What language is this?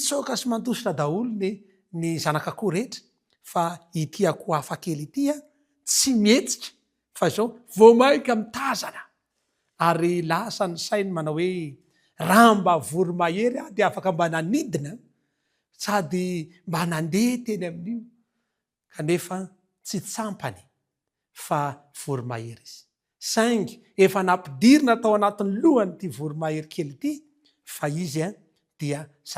Malagasy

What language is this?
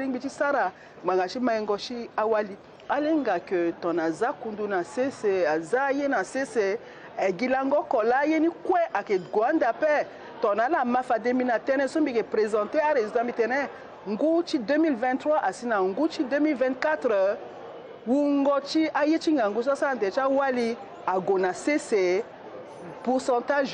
Sango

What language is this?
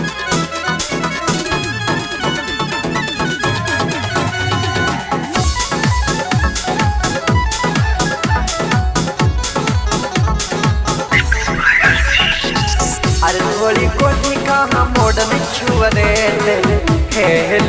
Haryanvi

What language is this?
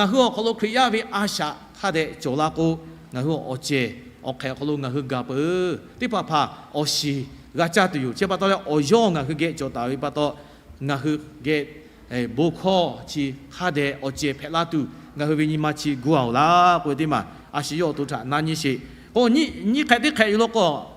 Lahu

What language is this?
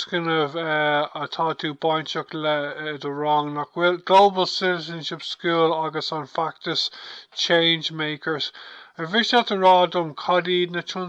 Irish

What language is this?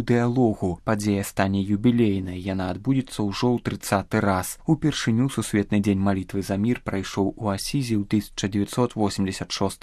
Belarusian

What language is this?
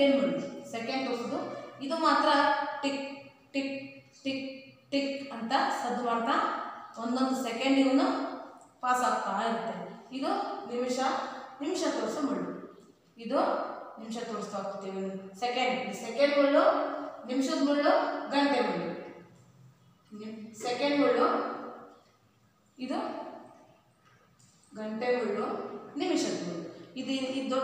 Kannada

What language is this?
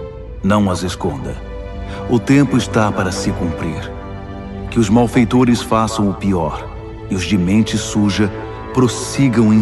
Portuguese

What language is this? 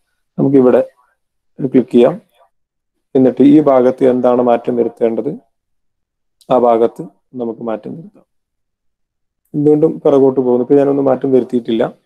Malayalam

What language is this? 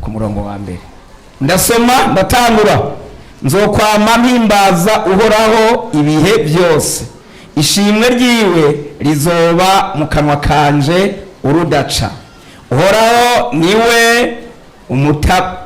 Rundi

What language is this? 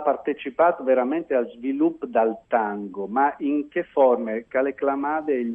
Friulian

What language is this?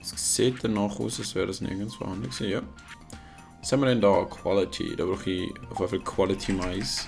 Swiss German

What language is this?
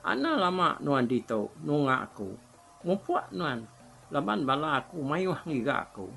Iban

